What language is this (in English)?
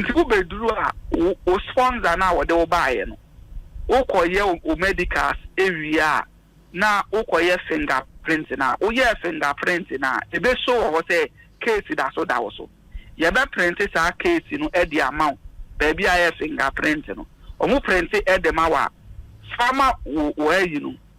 Akan